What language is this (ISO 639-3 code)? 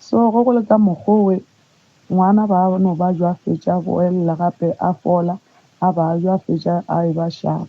nso